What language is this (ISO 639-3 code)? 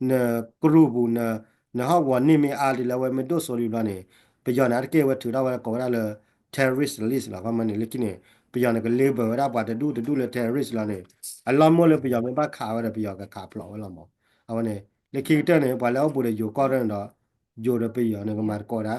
ksw